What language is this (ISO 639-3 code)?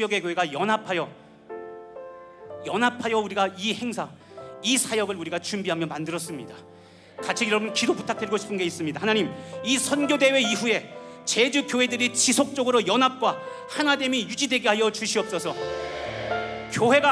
kor